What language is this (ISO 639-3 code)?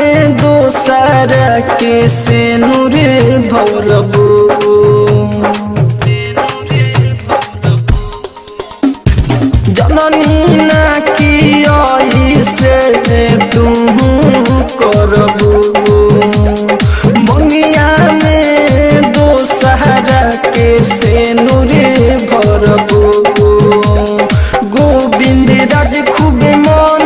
bho